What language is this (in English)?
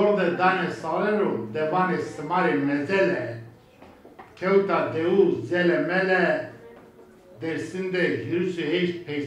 Zaza